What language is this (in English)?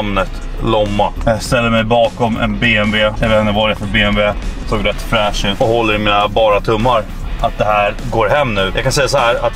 Swedish